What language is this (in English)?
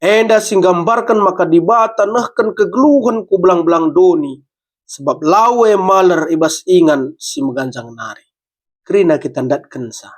Batak Karo